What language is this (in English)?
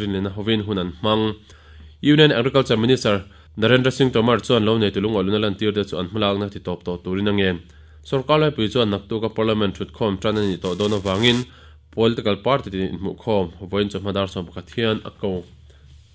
Mizo